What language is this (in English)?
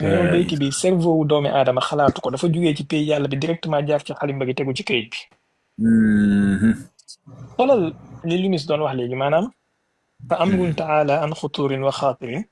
Wolof